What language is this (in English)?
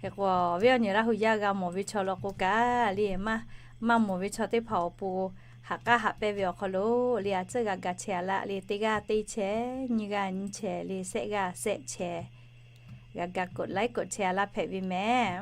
Lahu